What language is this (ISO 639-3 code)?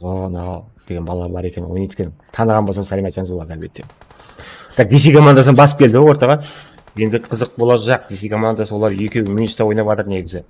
kaa